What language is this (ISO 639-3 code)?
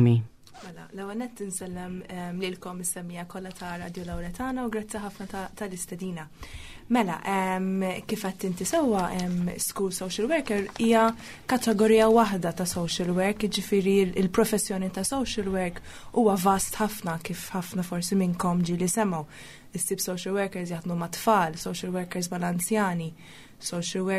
mlt